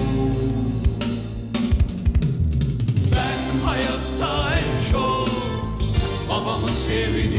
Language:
Turkish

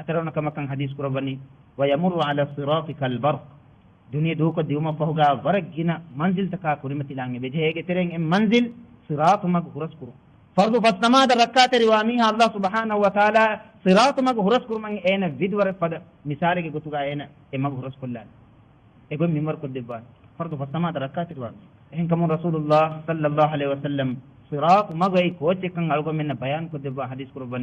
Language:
Divehi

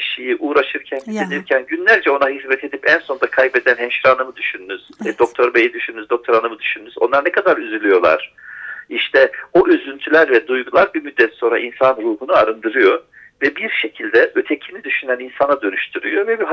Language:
Turkish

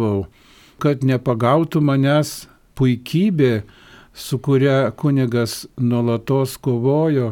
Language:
Lithuanian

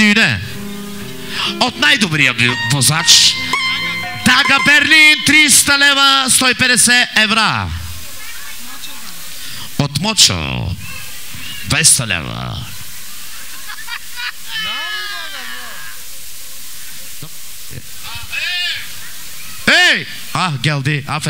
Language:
Bulgarian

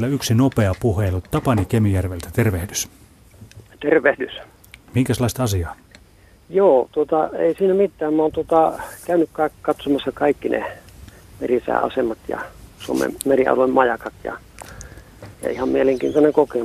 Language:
Finnish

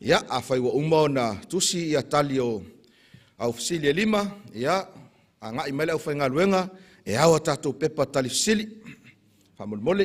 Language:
Samoan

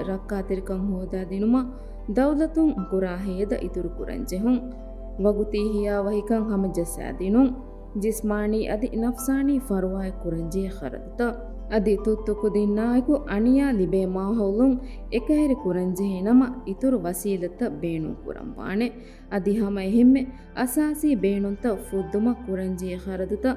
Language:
Divehi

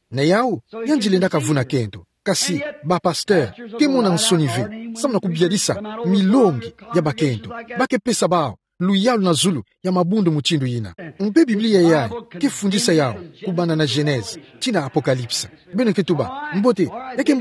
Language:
Kituba (Democratic Republic of Congo)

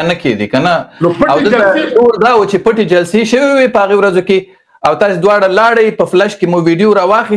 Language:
Pashto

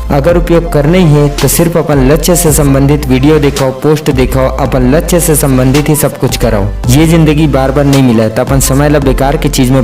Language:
Chhattisgarhi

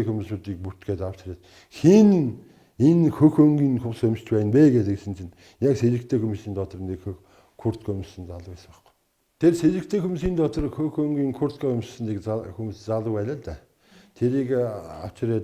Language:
Mongolian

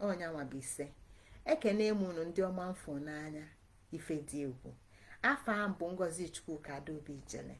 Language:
Igbo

